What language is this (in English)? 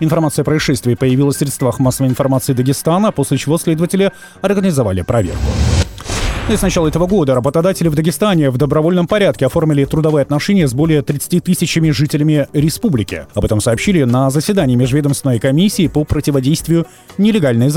Russian